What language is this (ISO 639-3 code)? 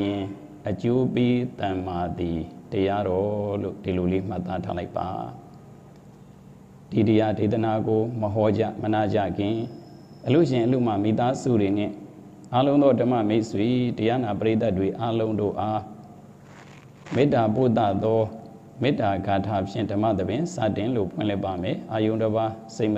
mya